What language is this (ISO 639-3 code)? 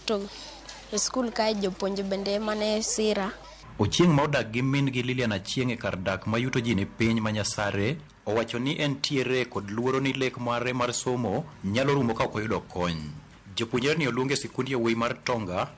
luo